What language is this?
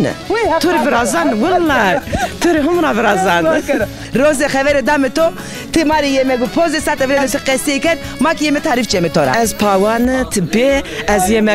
Zaza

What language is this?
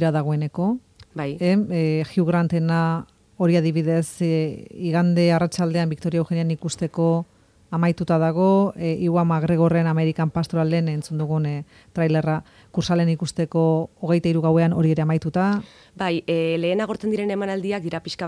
Basque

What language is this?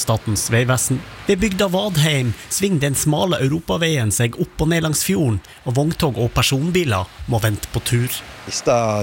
Norwegian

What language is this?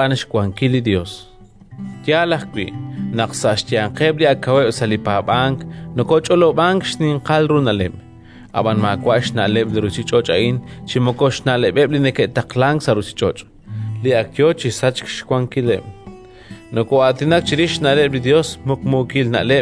Kekchí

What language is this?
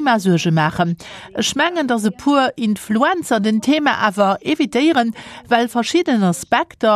Luxembourgish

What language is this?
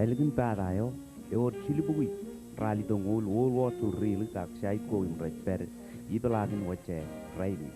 Marshallese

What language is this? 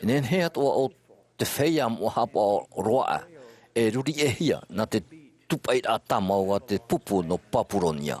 Tahitian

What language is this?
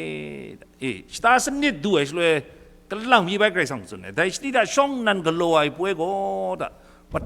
Kachin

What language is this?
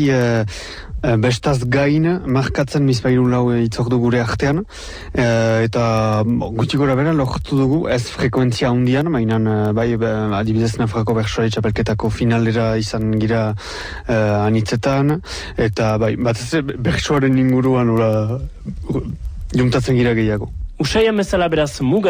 Basque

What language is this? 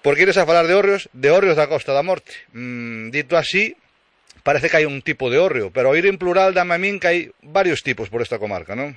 Galician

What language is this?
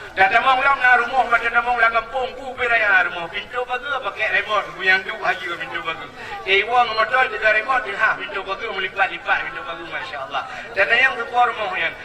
Achinese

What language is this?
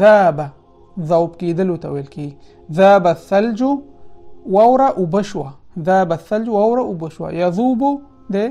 Pashto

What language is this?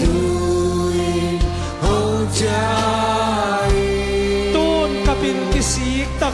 Tedim Chin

